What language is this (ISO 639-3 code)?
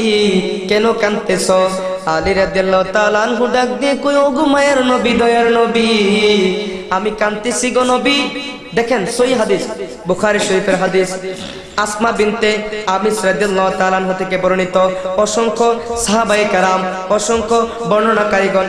ben